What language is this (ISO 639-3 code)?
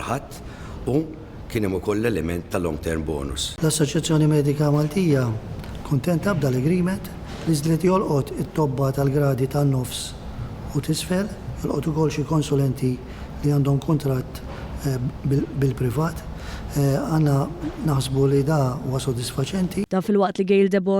mlt